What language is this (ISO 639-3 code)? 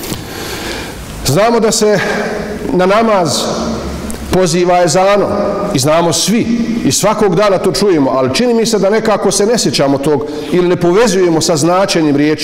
bos